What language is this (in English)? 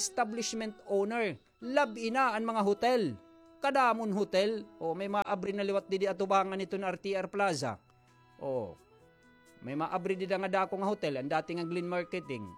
Waray